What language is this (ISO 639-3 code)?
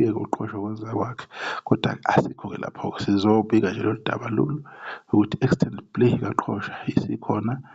zul